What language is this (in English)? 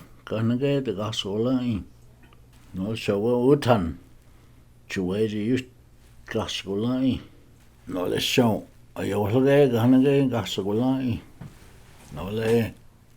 Cherokee